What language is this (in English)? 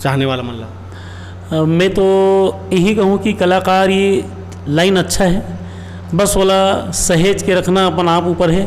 Chhattisgarhi